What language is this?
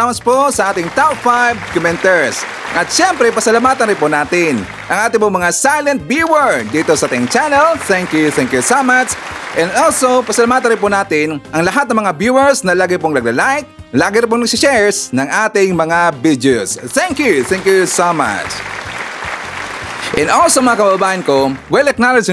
Filipino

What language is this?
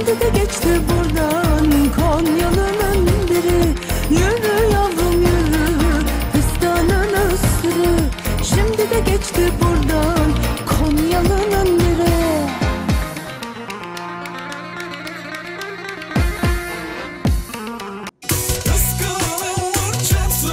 Turkish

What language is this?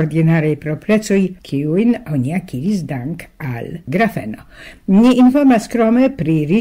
Esperanto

